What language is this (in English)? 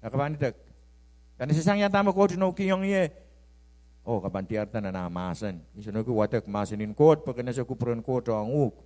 Pohnpeian